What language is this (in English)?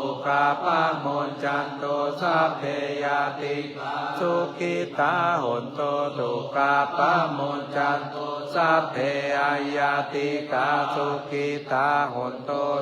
Pali